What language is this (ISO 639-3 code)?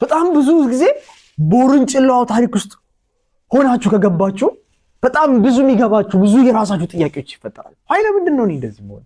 amh